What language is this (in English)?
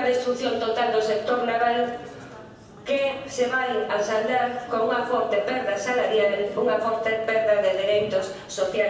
Galician